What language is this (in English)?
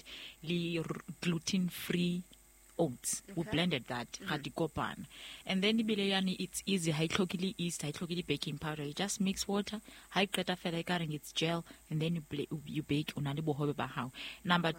Southern Sotho